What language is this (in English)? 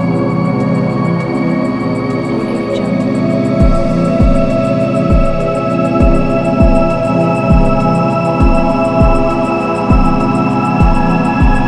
Malay